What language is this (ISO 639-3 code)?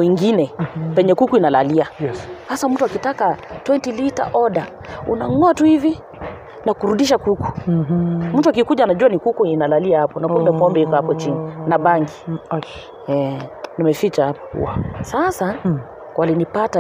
swa